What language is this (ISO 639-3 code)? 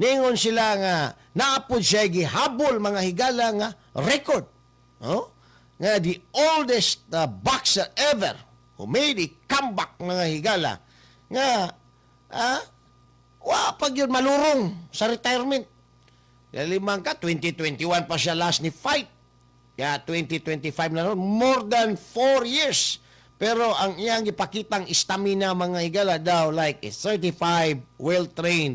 ceb